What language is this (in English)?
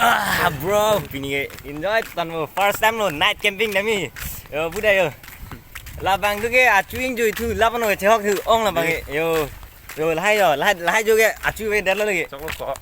Karbi